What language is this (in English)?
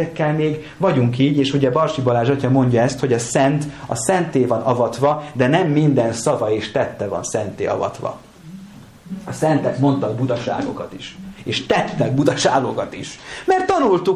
Hungarian